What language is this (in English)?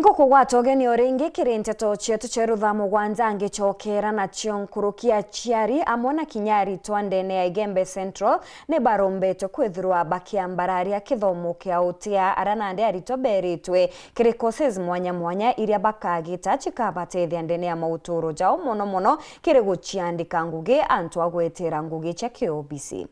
Meru